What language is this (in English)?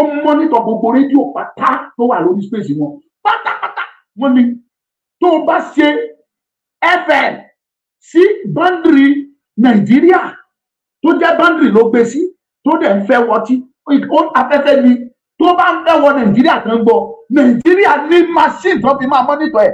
Yoruba